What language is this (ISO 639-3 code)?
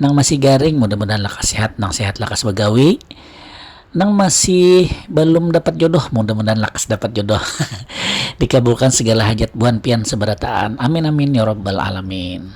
bjn